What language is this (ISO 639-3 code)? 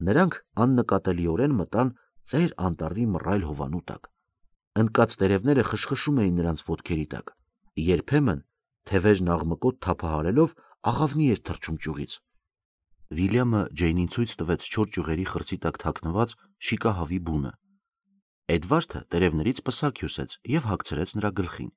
hye